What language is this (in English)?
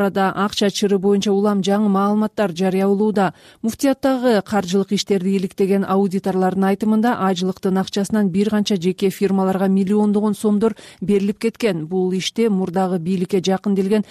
Kyrgyz